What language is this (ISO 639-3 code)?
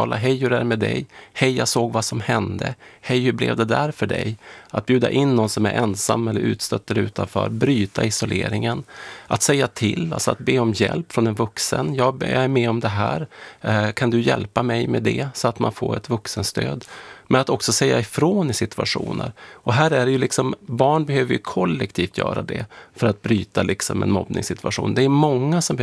swe